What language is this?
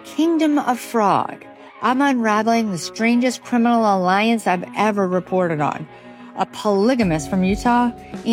English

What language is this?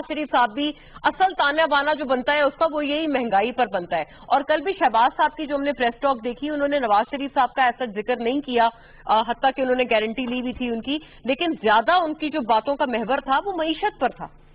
Urdu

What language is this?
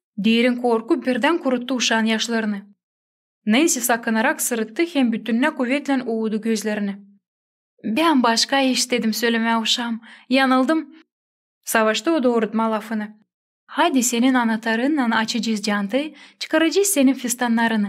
Gagauz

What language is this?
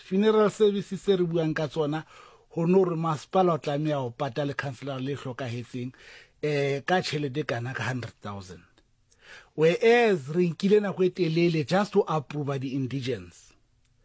Southern Sotho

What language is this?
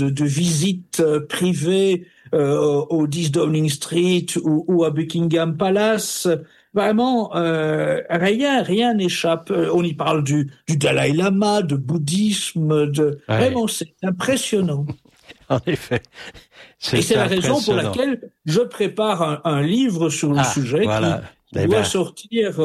French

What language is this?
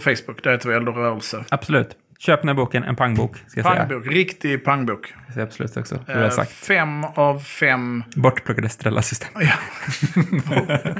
Swedish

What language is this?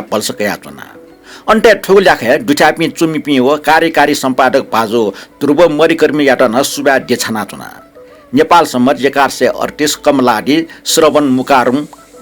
Newari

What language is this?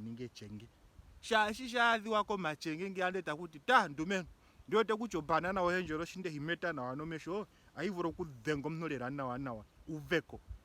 Ndonga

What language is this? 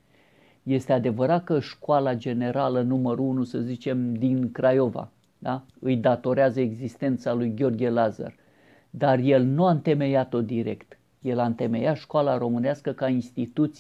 Romanian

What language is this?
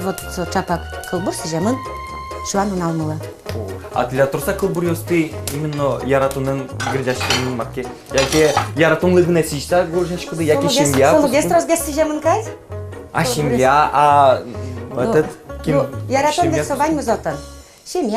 Udmurt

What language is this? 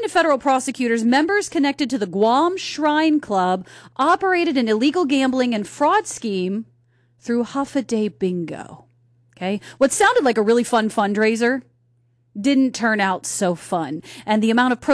English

